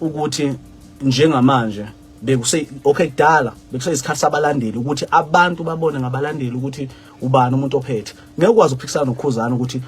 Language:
Zulu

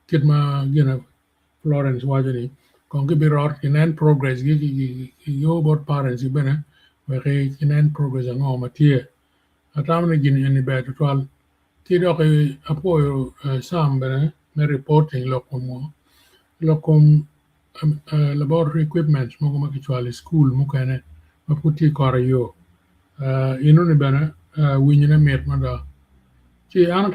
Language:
Acoli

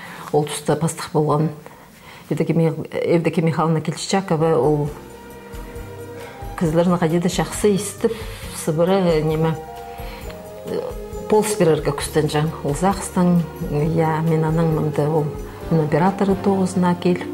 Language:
Khakas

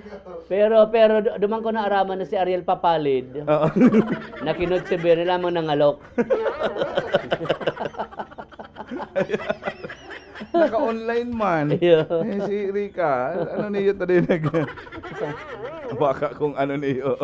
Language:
Bikol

